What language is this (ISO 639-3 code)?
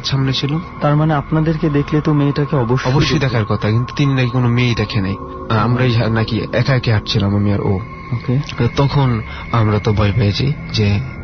ben